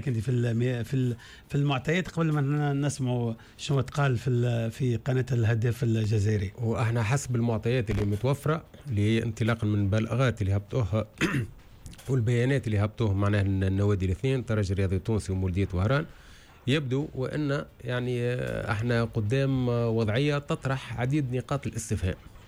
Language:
Tunisian Arabic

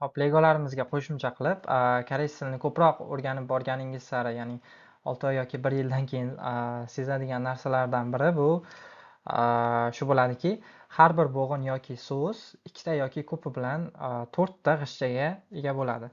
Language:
Uzbek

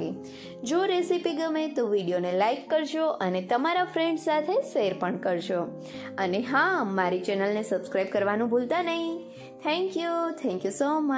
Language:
Gujarati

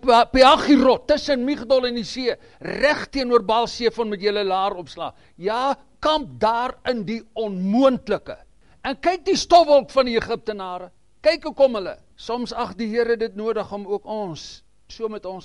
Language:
Afrikaans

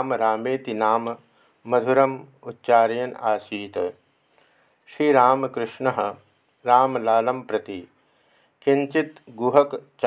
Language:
Sanskrit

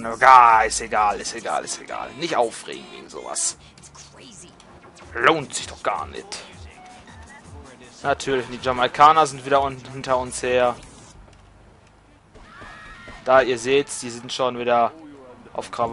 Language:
German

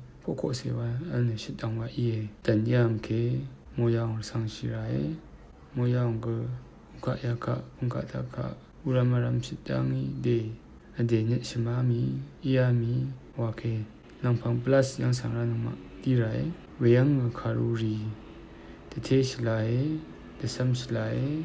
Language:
Rawang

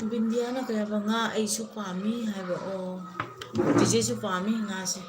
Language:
Manipuri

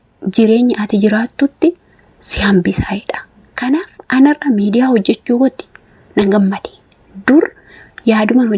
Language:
Oromo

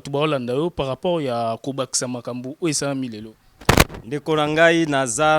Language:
Lingala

